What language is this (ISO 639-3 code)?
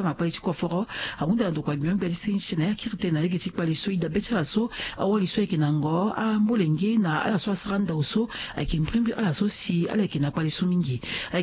sag